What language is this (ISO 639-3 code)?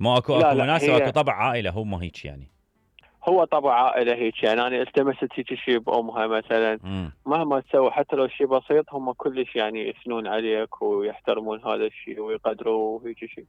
acm